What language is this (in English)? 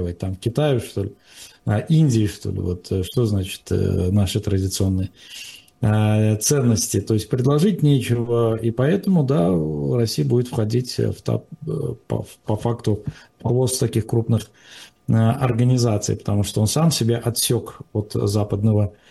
Russian